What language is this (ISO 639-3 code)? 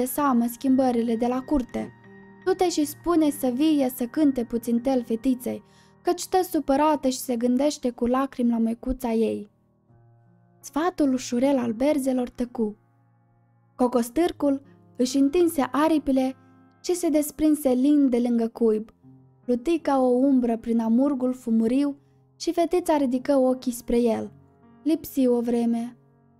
ron